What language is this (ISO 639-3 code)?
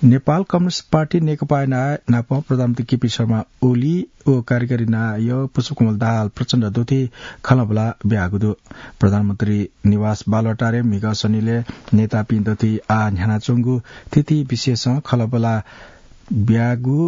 new